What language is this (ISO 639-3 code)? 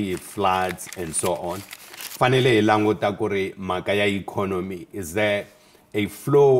tso